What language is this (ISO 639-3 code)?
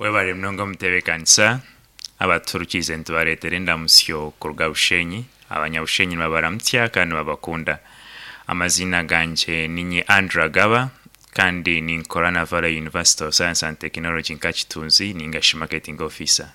nyn